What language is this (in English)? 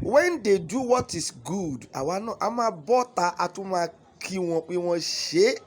Yoruba